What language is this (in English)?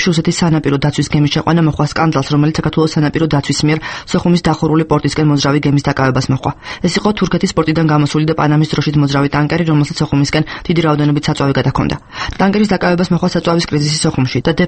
Georgian